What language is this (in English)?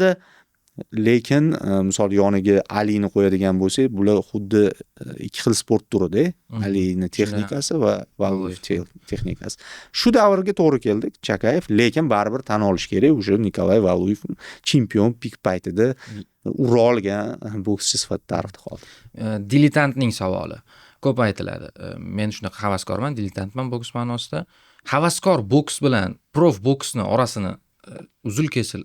Uzbek